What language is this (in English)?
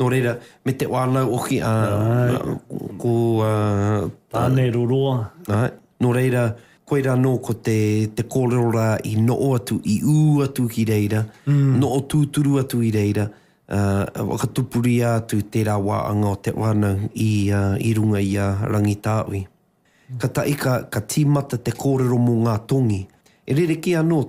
Māori